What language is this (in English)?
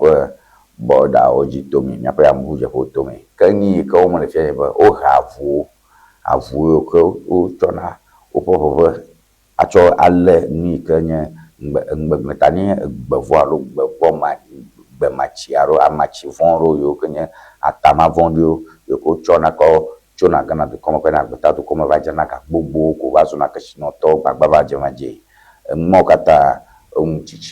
Ewe